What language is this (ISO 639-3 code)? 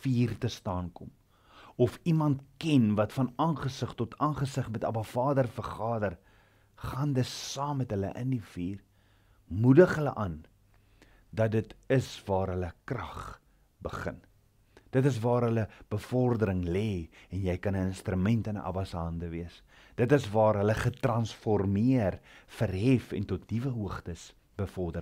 afr